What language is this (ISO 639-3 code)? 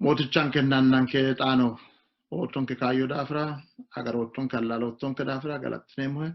sid